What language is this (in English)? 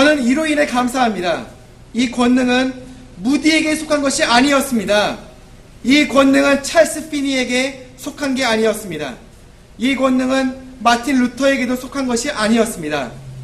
Korean